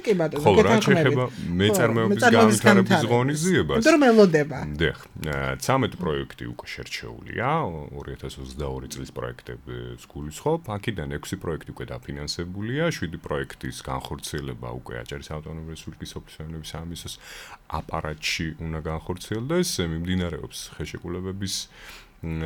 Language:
Georgian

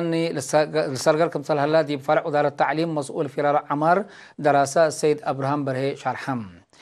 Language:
Tigre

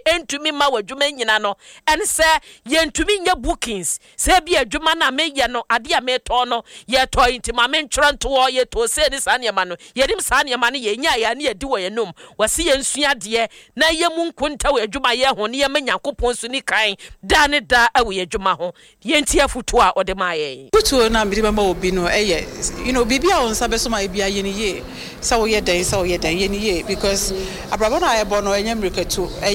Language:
Akan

